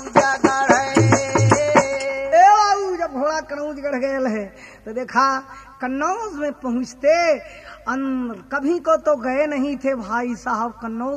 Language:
Bhojpuri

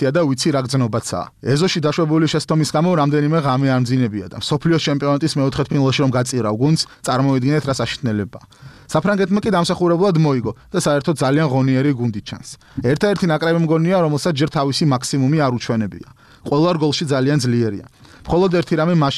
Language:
Georgian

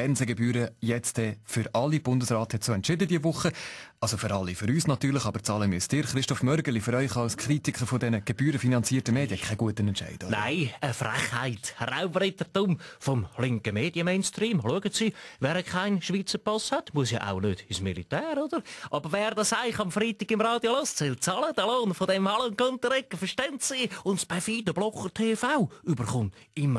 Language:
Swiss German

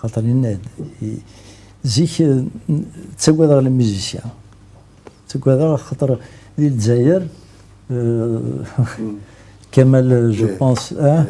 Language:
Kabyle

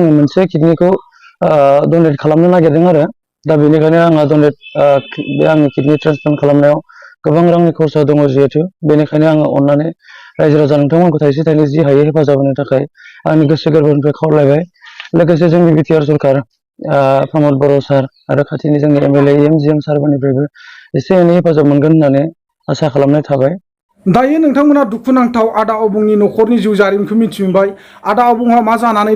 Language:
Bodo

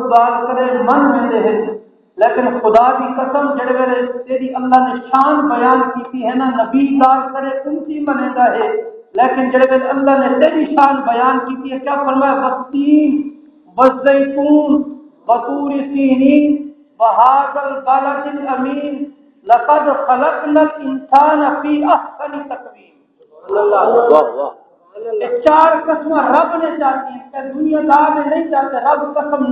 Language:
Saraiki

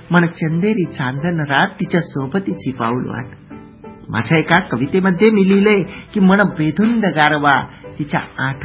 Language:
Marathi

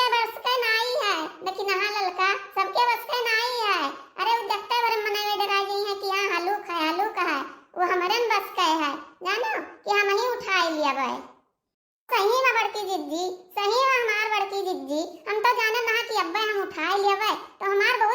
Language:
Awadhi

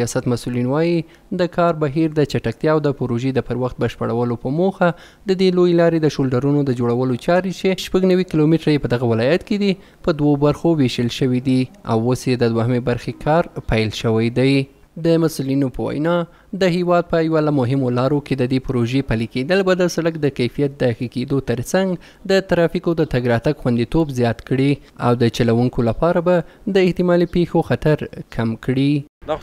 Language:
Pashto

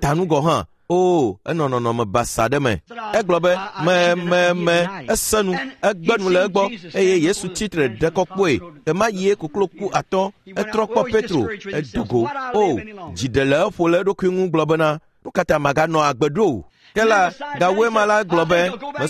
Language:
Ewe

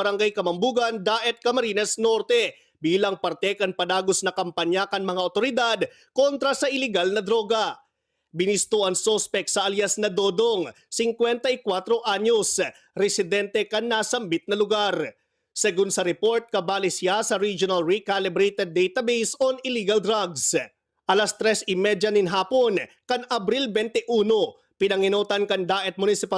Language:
Bikol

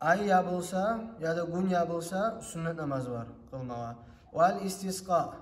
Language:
Kumyk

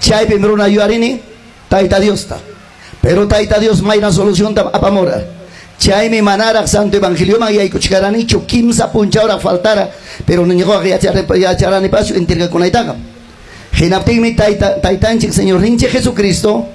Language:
Ayacucho Quechua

